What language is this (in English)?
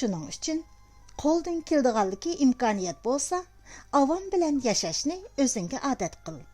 Uyghur